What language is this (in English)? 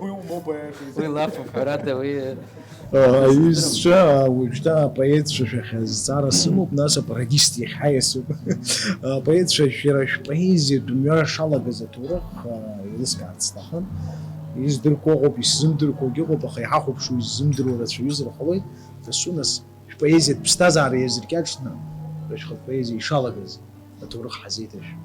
Abkhazian